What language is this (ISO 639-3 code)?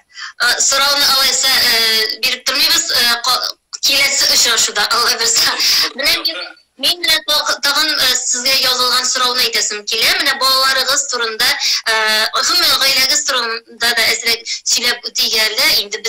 tat